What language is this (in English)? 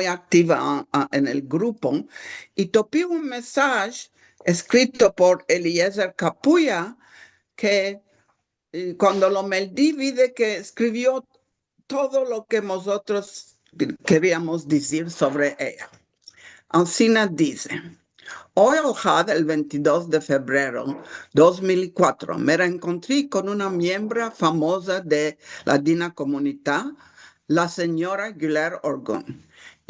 Ladino